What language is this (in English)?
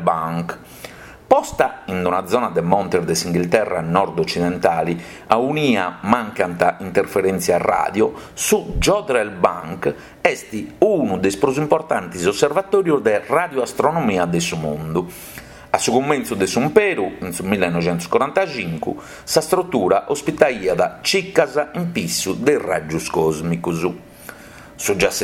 Sardinian